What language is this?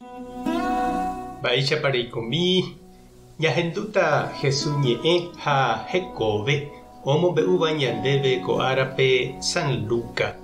Guarani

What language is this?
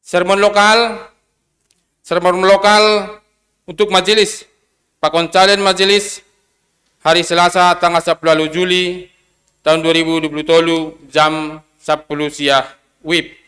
Batak Simalungun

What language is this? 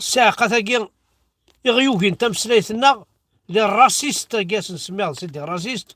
Kabyle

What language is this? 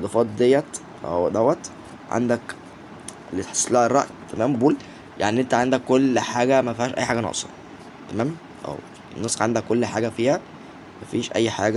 Egyptian Arabic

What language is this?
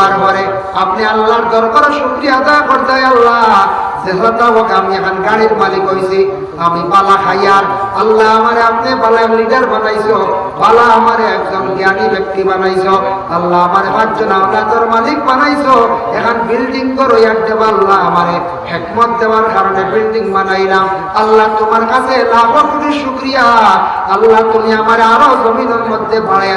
Sylheti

